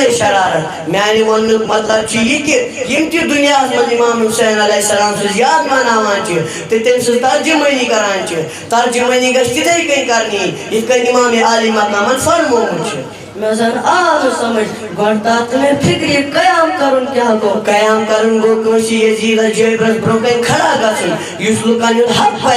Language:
Kashmiri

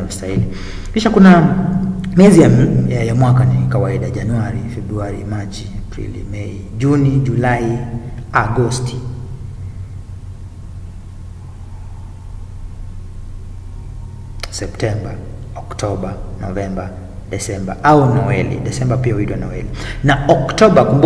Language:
Swahili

